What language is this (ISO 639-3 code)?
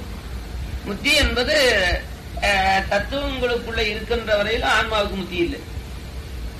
tam